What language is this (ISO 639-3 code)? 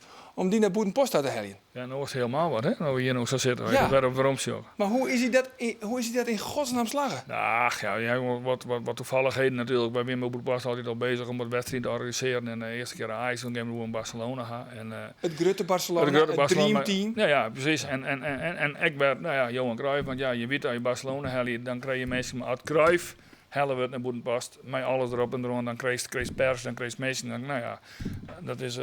fry